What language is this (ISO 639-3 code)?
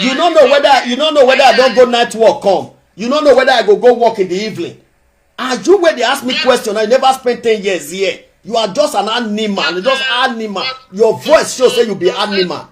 pcm